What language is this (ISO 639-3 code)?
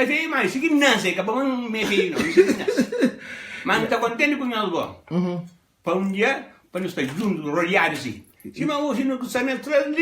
kea